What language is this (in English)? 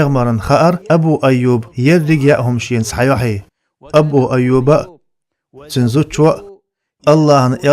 Chechen